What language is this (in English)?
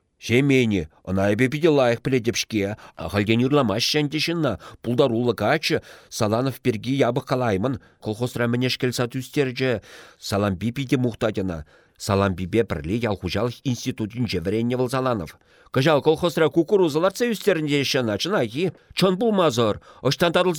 Chuvash